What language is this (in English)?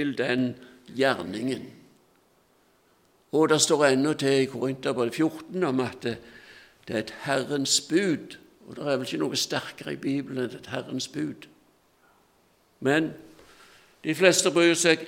Norwegian